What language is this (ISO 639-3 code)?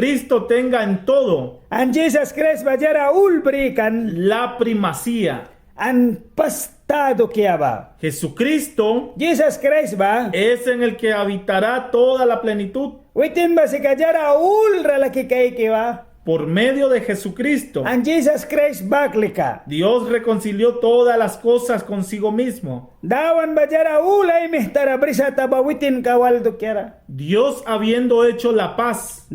miq